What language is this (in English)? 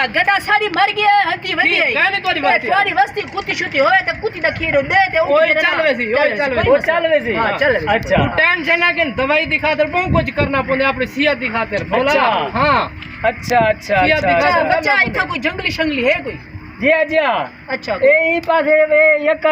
Saraiki